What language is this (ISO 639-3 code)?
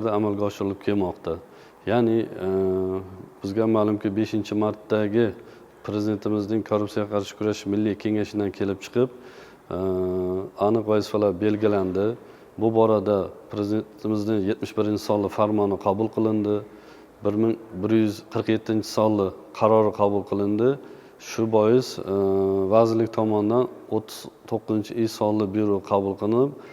uzb